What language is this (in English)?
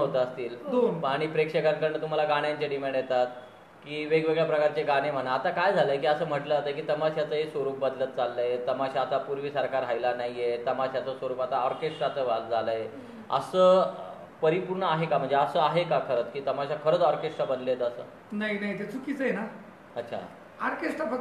Marathi